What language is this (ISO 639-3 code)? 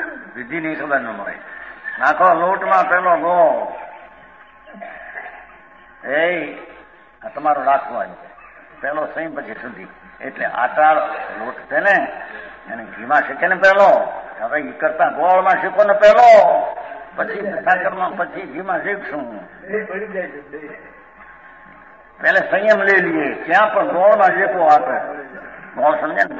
guj